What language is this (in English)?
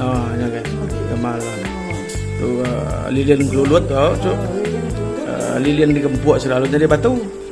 Iban